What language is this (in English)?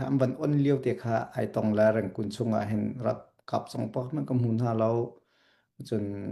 Hakha Chin